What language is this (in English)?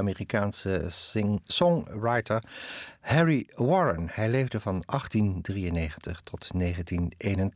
Dutch